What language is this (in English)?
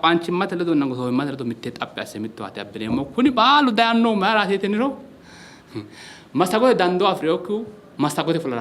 Sidamo